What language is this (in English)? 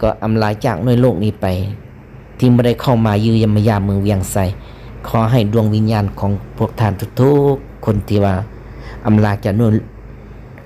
Lao